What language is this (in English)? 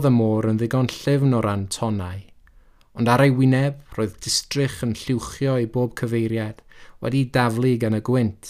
Welsh